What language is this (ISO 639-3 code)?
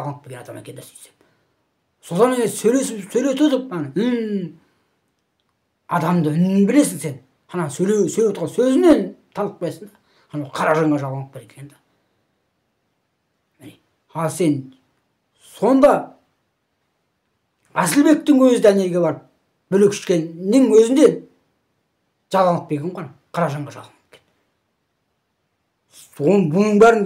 kaz